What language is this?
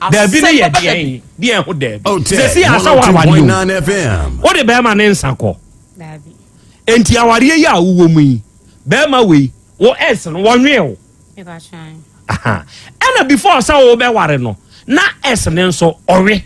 Akan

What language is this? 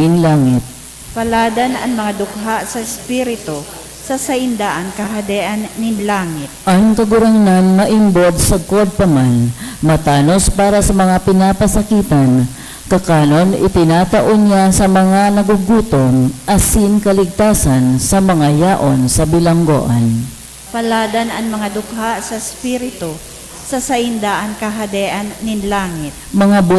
Bikol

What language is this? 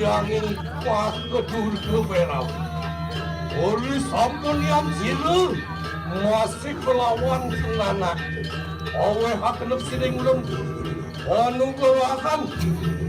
Balinese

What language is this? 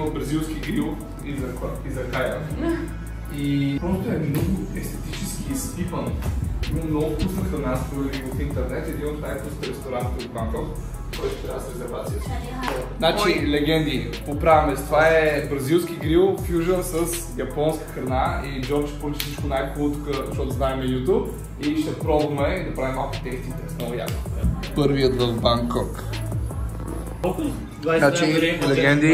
Bulgarian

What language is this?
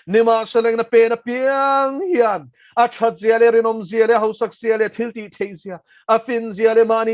Mizo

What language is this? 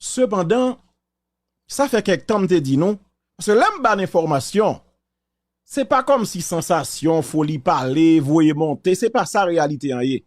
Haitian Creole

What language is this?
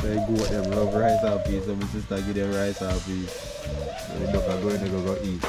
Jamaican Creole English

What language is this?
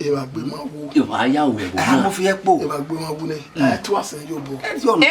Bini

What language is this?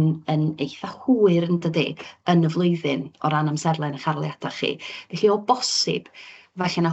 Welsh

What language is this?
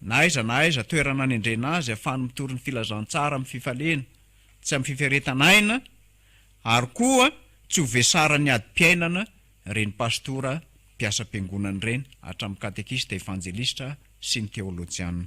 Malagasy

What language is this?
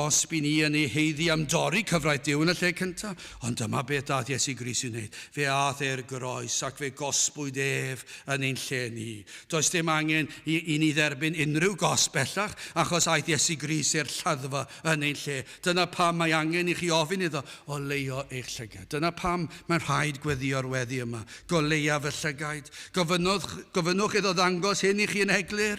Welsh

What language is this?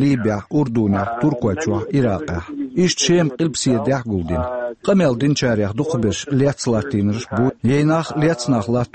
Chechen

